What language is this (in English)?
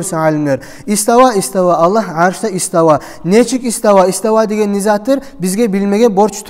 Kumyk